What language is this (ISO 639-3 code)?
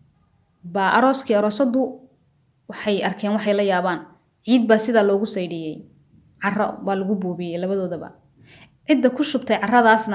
som